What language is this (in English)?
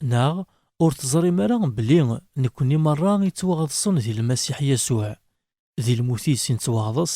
Kabyle